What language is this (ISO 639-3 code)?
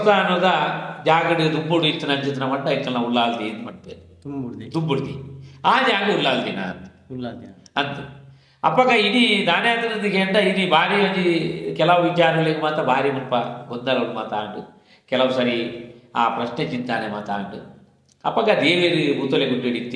tcy